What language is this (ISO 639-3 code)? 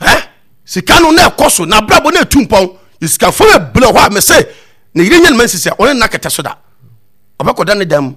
aka